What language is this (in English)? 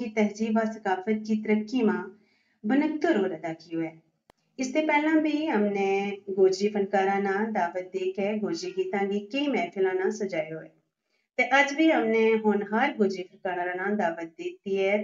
Gujari